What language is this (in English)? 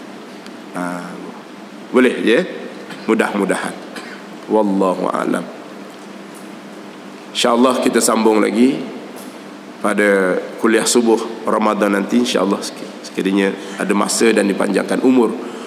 Malay